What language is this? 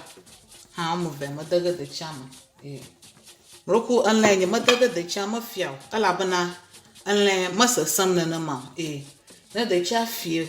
Ewe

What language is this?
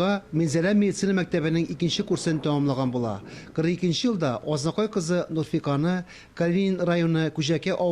Tatar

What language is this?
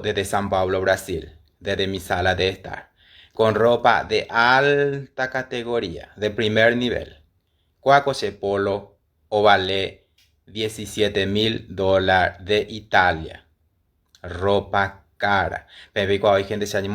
Guarani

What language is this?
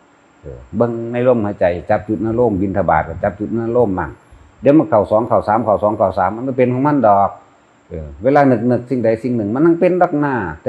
Northeastern Thai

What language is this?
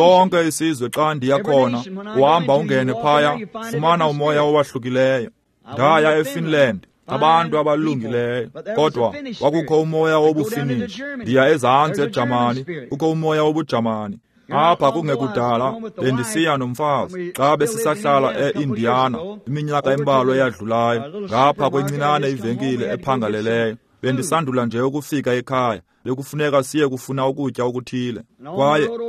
Xhosa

